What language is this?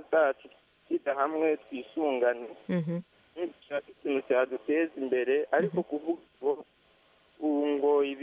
Kinyarwanda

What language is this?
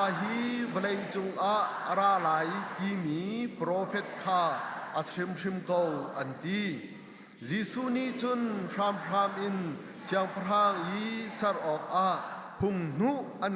Hakha Chin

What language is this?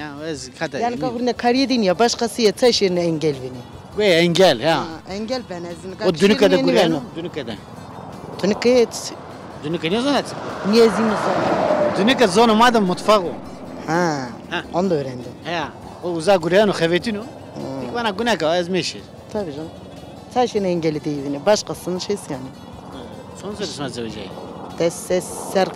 Zaza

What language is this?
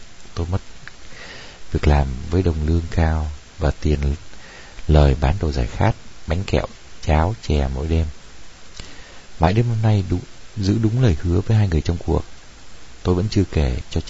Vietnamese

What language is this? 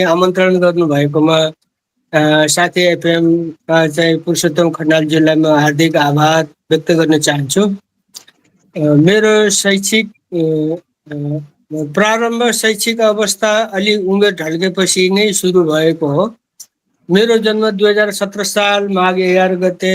Nepali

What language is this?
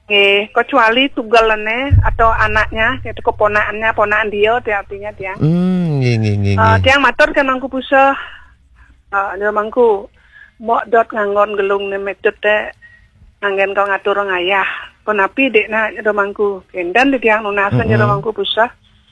Balinese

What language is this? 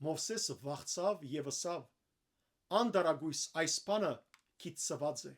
Western Armenian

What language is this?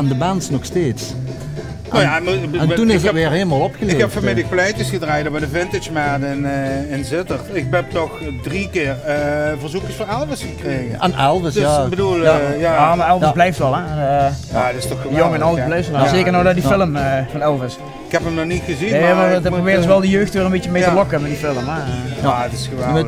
Limburgish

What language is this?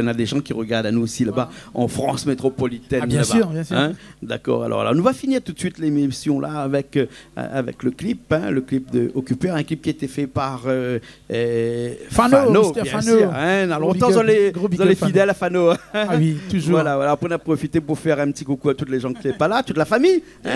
Réunion Creole French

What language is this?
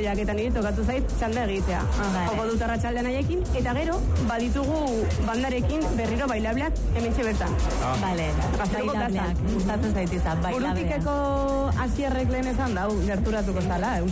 Basque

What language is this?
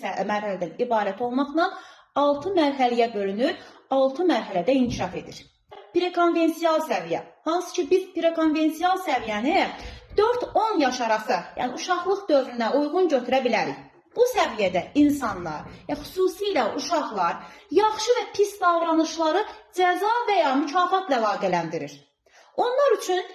Azerbaijani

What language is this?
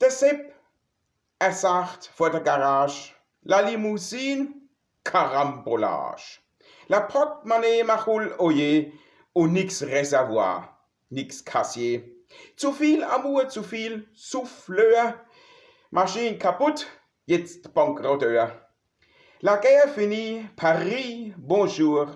Palatine German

